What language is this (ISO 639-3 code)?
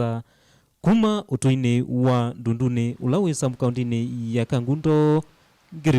kam